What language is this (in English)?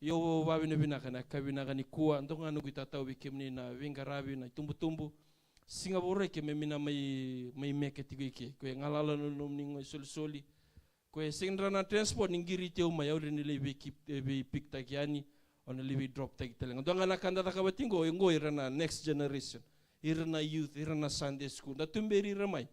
Fijian